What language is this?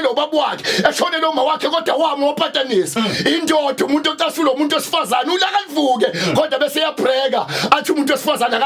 Zulu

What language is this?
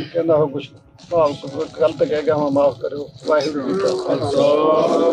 Punjabi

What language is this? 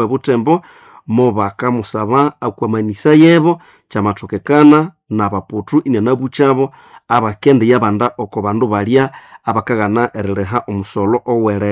Nande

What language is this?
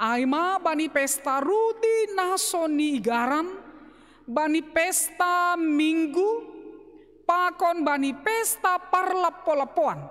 Batak Simalungun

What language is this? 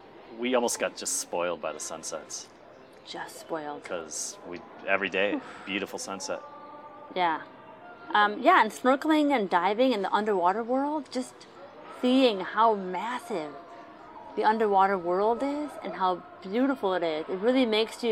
English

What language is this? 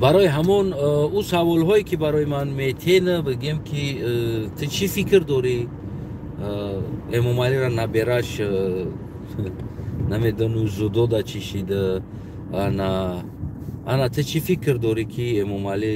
Tajik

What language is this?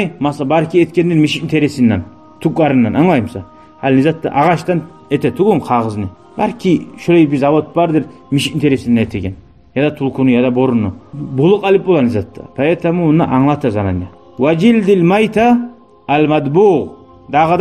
Kumyk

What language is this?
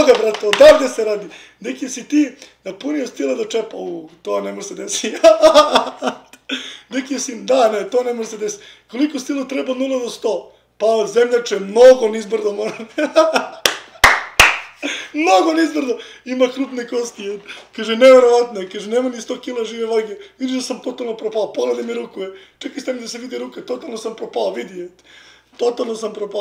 Serbian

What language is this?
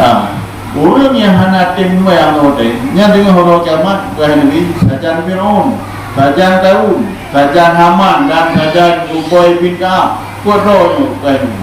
Achinese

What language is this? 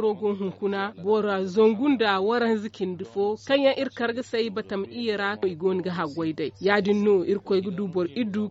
Zarma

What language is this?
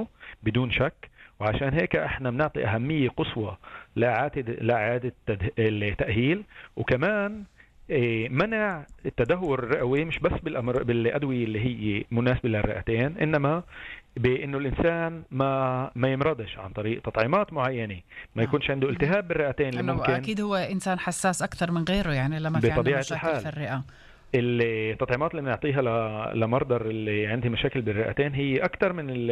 North Levantine Arabic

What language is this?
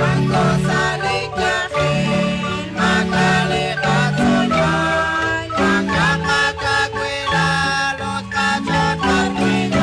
Kekchí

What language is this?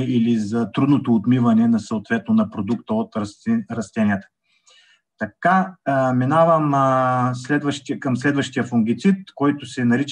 Bulgarian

